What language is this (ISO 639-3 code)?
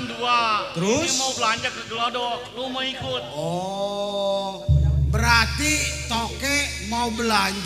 bew